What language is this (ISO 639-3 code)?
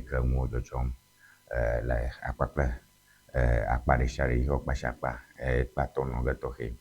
ewe